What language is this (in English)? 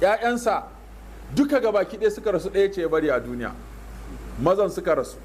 Hausa